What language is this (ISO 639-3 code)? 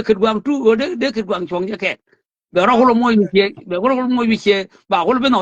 nus